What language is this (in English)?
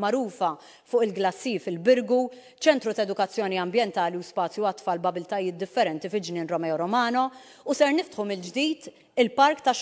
Maltese